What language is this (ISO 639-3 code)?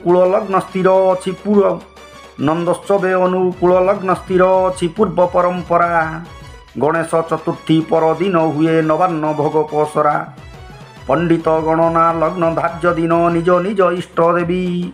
spv